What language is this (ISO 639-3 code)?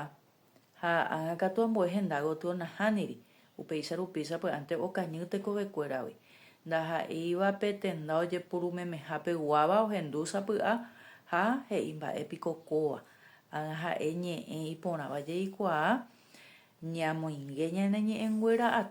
grn